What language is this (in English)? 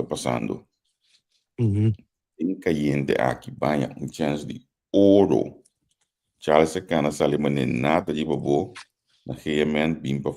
Papiamento